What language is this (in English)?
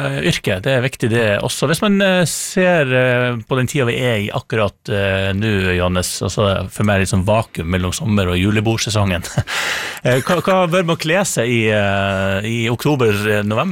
Norwegian